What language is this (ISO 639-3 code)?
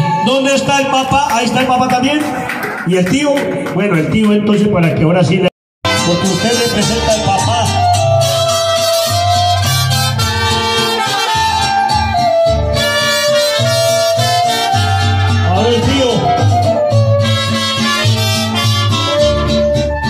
spa